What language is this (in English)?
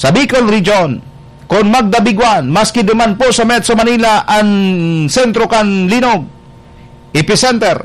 Bikol